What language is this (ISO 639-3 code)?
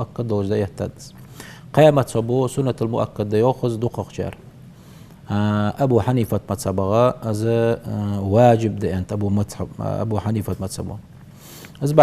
inh